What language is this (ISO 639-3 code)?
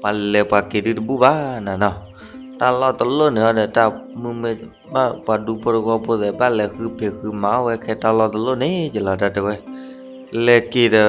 ksw